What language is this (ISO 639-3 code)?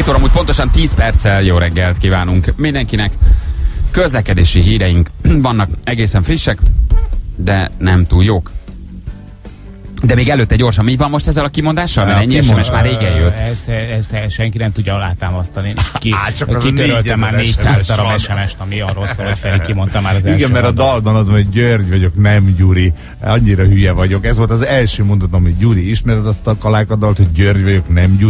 hun